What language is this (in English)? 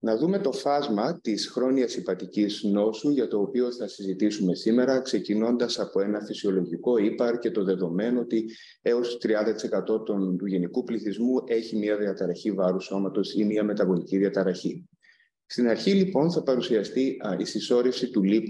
Greek